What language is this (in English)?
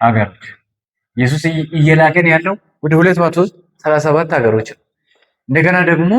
Amharic